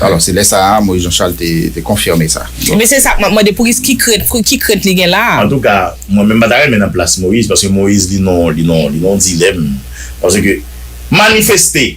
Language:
Haitian Creole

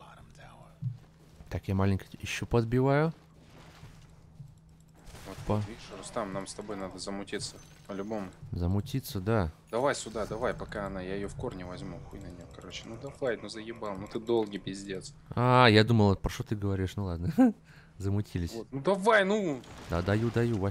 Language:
Russian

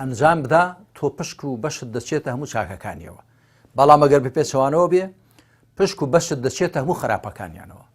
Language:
Central Kurdish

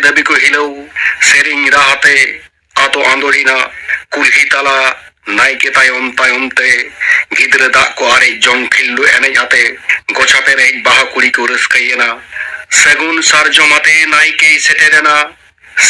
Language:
Santali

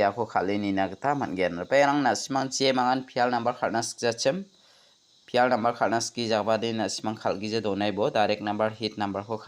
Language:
Garo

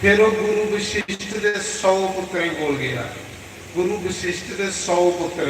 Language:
Dogri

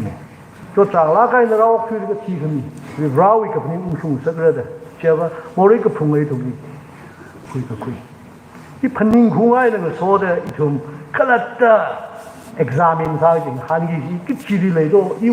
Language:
Tangkhul Naga (India)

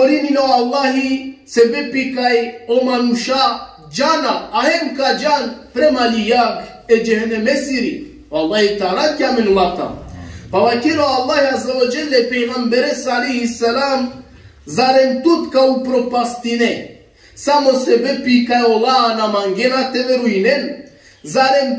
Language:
Balkan Romani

